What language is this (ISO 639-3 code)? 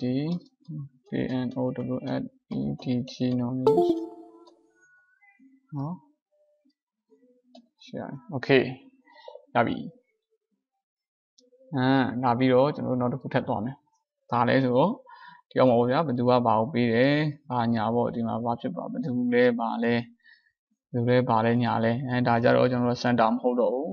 mya